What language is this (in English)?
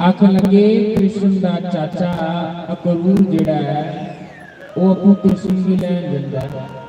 Dogri